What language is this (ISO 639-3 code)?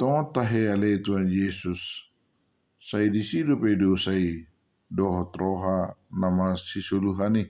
bbc